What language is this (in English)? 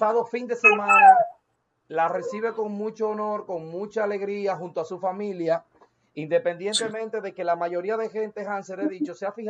Spanish